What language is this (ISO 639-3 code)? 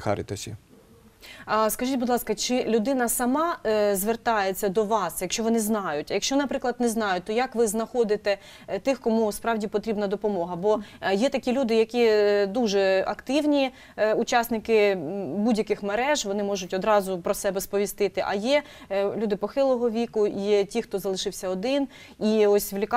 ukr